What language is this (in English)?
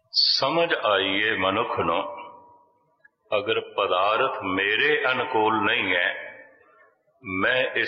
Punjabi